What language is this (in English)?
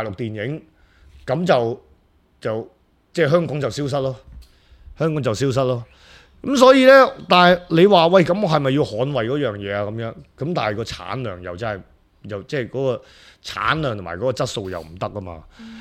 Cantonese